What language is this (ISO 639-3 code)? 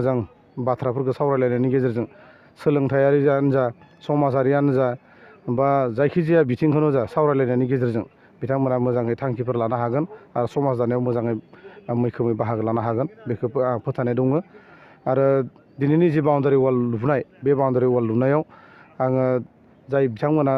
brx